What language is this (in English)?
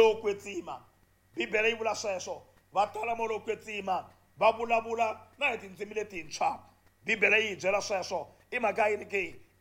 Tsonga